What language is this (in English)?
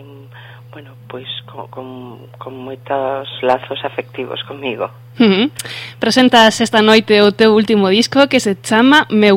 Galician